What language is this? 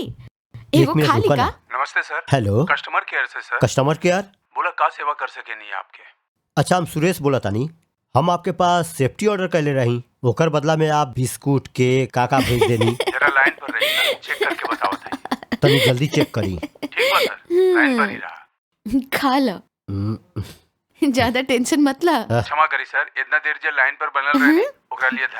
Bhojpuri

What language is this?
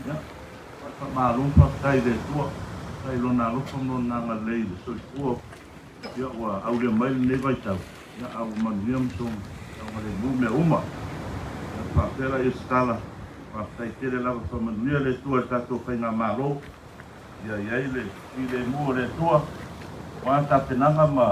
Samoan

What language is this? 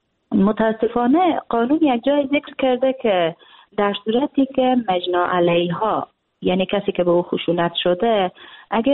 Persian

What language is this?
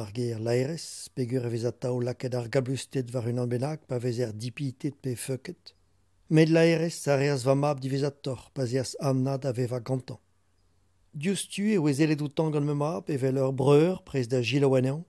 Breton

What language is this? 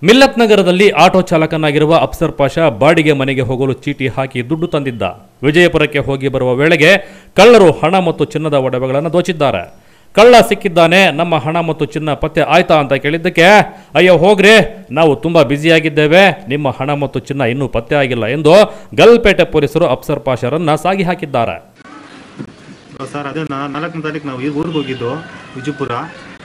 Kannada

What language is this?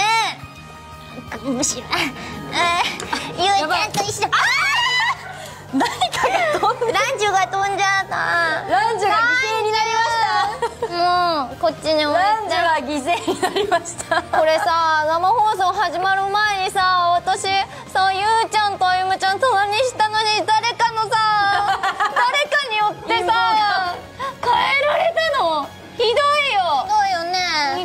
Japanese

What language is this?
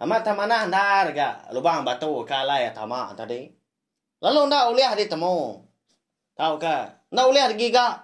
Iban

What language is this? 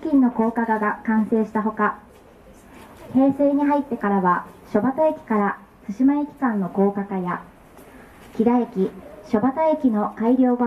Japanese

